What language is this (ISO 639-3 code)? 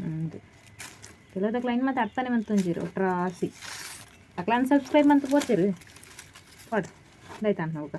tcy